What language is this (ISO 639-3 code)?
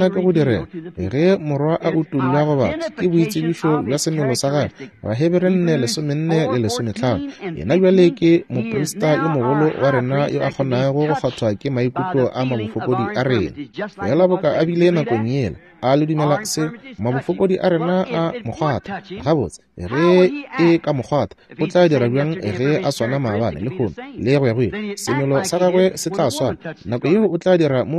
nso